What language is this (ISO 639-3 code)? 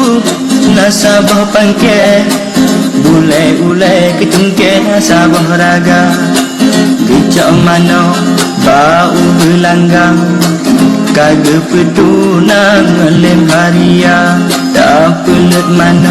ace